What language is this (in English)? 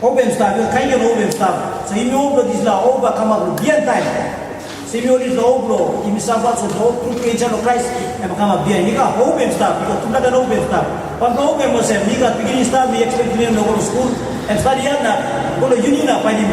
Tok Pisin